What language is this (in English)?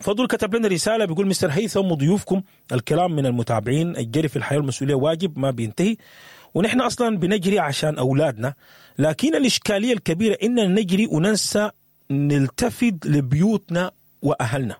Sudanese Arabic